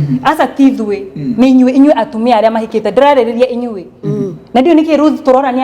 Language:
Kikuyu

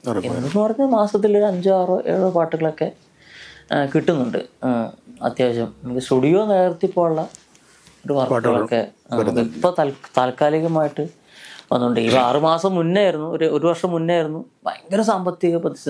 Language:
Malayalam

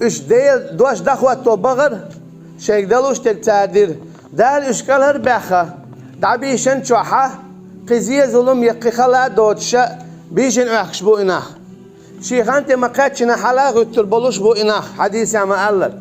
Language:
Chechen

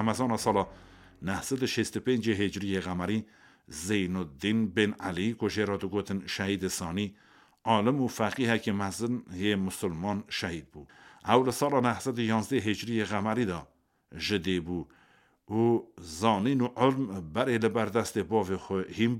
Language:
Kurdish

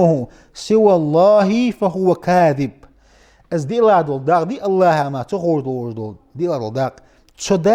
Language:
Ingush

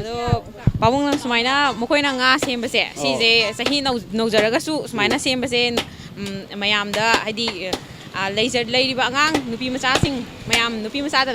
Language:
Manipuri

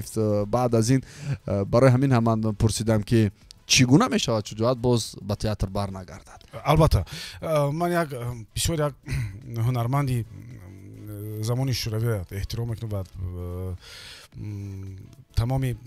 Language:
Tajik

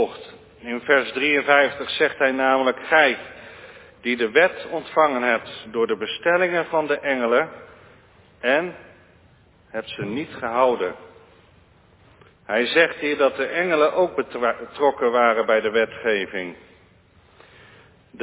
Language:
Dutch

